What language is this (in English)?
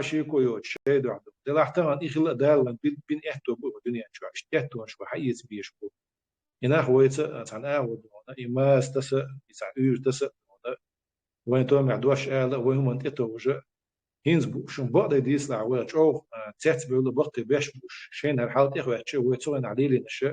Chechen